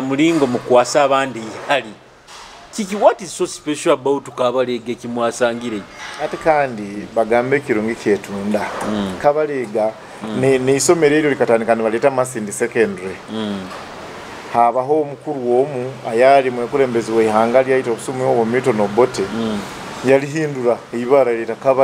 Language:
Nyoro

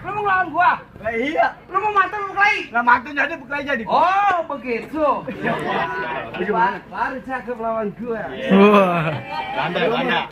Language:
Betawi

